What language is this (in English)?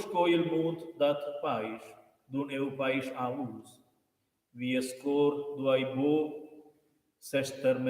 Romansh